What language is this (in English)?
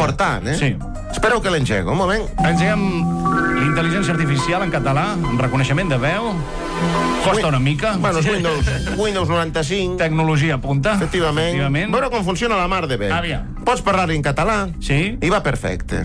Catalan